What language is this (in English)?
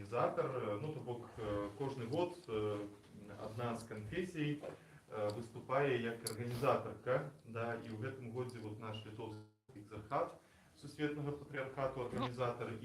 Belarusian